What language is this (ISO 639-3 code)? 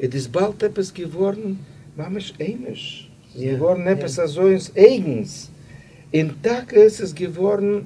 yid